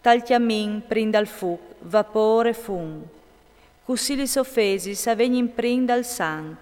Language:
Friulian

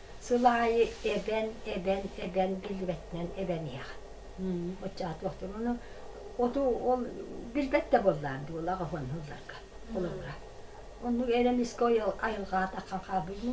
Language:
Yakut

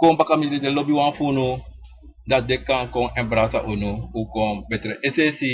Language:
Sranan Tongo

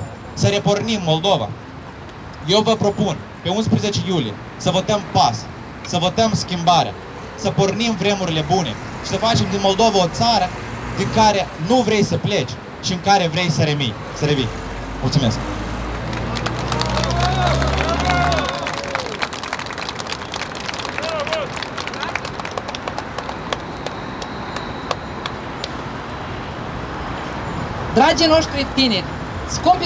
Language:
Romanian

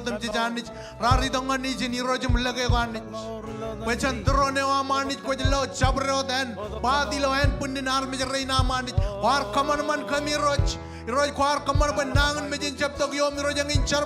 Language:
Marshallese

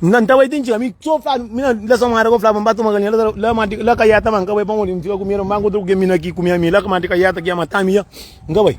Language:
Kabuverdianu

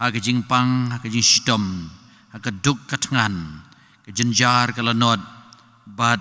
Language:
Khasi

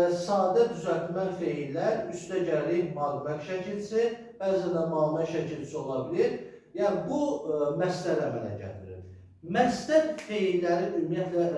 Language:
Azerbaijani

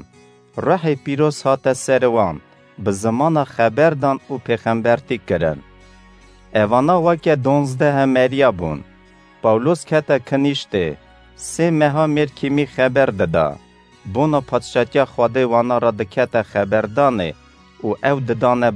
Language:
Kurdish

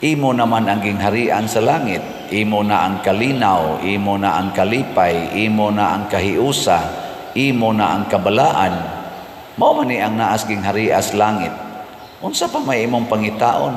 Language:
Cebuano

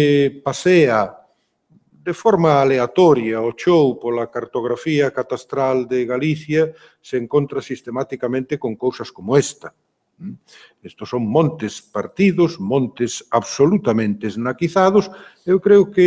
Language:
Galician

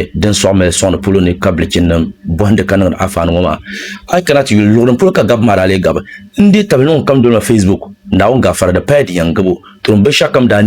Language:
Dagbani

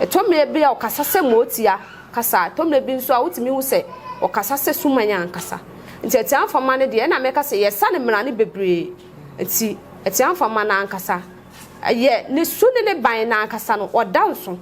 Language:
Akan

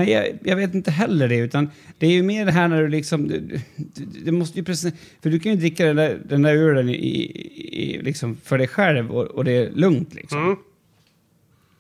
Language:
Swedish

